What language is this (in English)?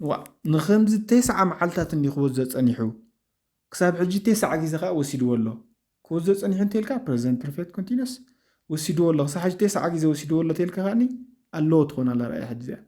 Tigrinya